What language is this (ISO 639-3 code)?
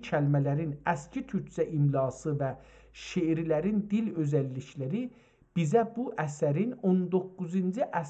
azb